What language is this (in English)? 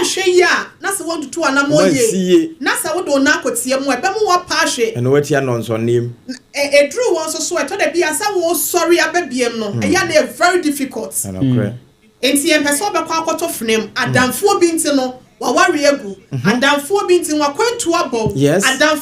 Akan